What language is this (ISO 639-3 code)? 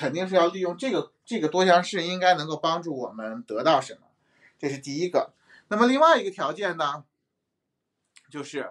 zho